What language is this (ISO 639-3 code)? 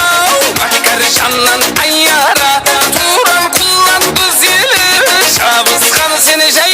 kaa